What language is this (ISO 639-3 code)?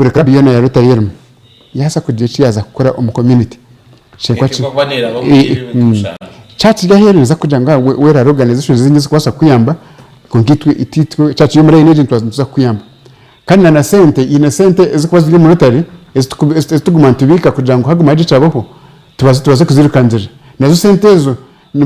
nyn